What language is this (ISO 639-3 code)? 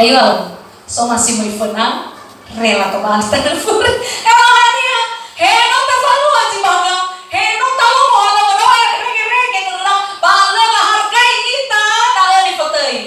nia